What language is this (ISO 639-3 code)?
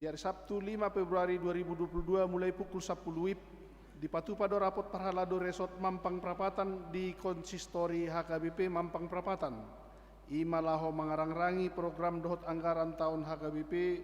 bbc